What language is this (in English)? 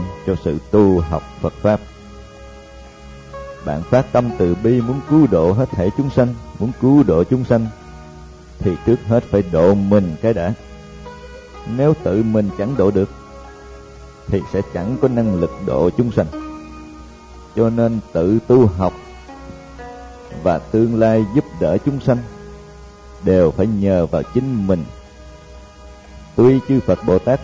Vietnamese